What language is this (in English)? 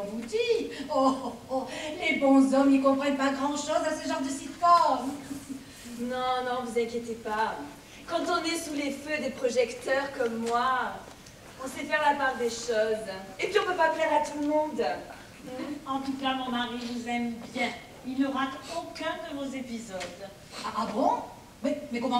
French